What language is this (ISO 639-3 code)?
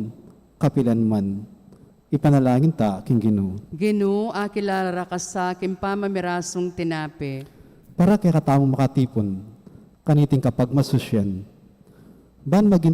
pam